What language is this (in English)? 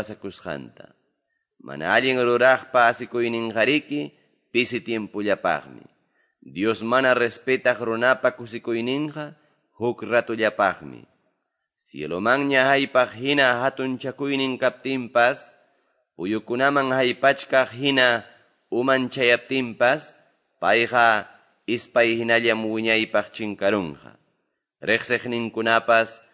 Ayacucho Quechua